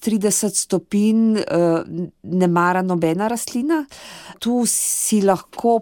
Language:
Slovenian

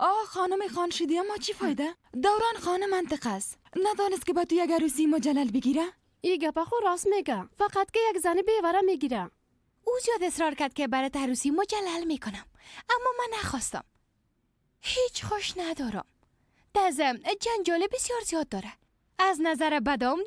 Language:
Persian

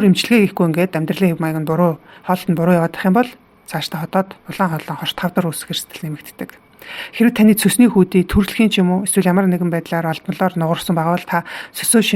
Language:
Mongolian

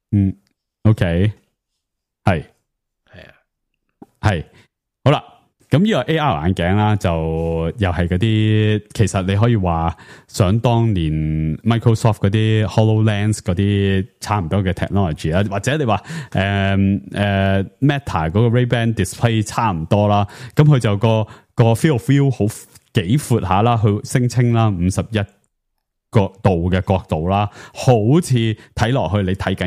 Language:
Cantonese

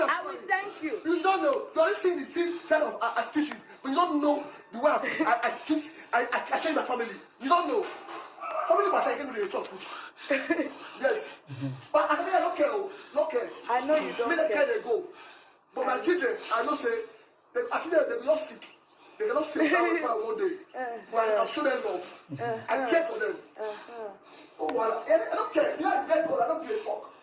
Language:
Nigerian Pidgin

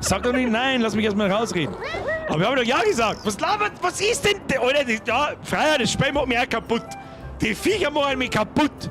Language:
Bavarian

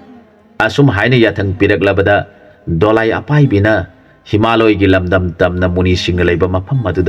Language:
Manipuri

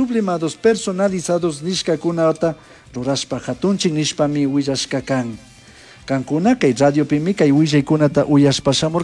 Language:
Chimborazo Highland Quichua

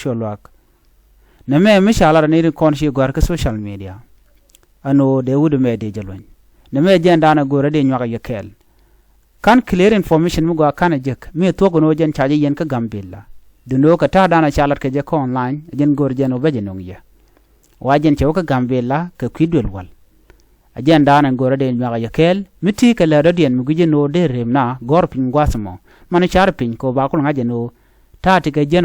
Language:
Nuer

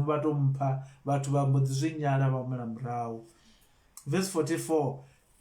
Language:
Venda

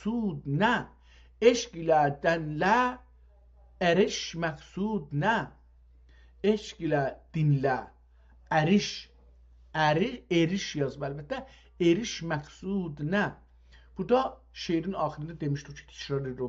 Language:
South Azerbaijani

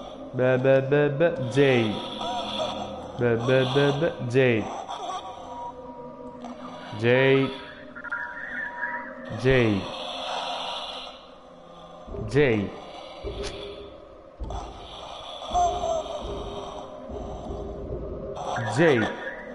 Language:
Basque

